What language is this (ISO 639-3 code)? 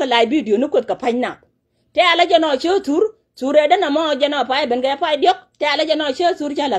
nus